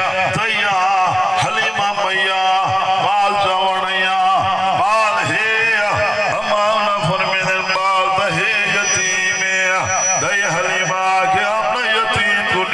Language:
Saraiki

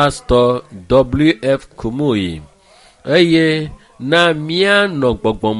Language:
Ewe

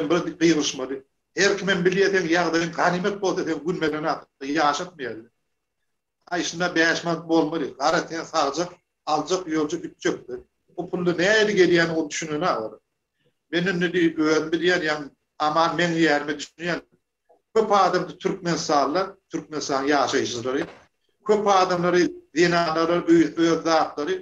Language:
Turkmen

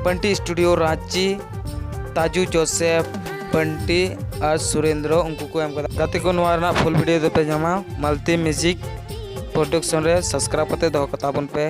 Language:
Santali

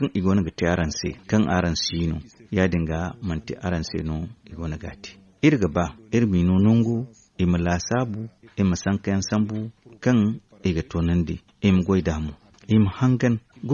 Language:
Zarma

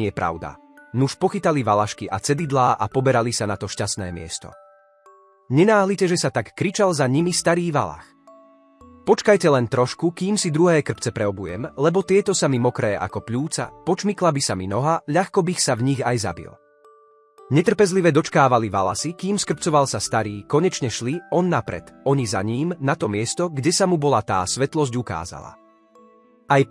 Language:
Slovak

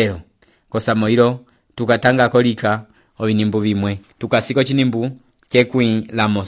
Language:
Umbundu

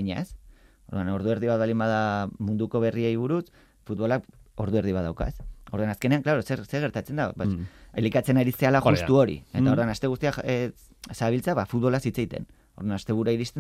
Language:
Basque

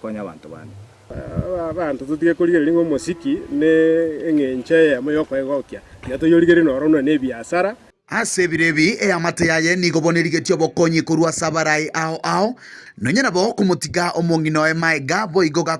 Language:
Gusii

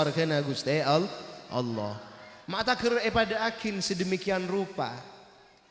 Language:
Madurese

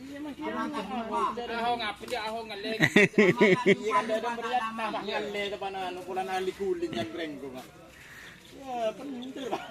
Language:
Madurese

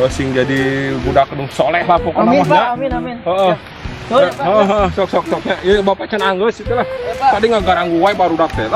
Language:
Sundanese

